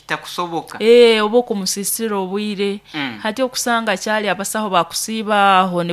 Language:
Nyoro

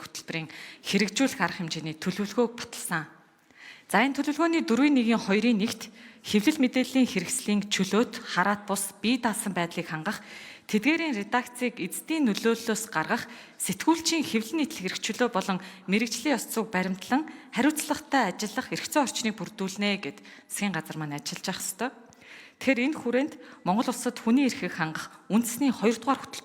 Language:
Mongolian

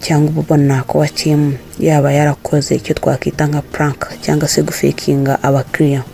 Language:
Kinyarwanda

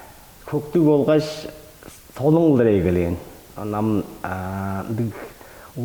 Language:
Tuvinian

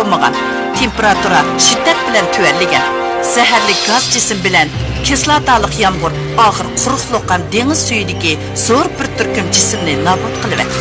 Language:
Uyghur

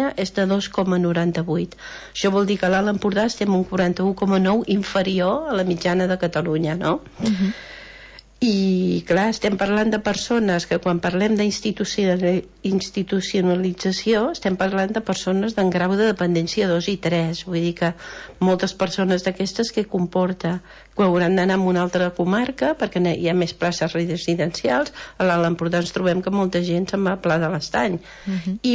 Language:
Catalan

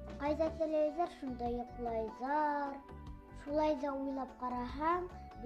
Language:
Bashkir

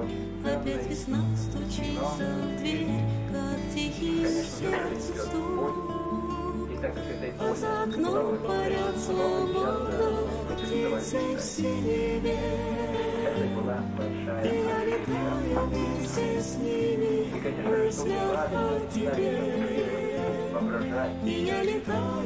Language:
Russian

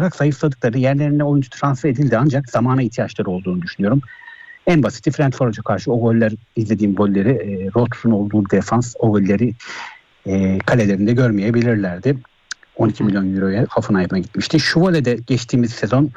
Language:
Turkish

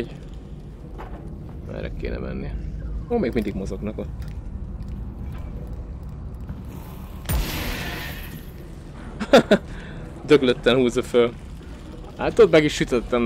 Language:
Hungarian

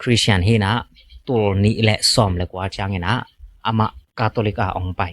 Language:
Tedim Chin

